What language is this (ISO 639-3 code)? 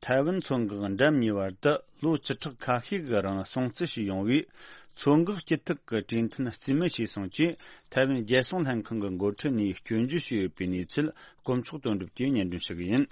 bod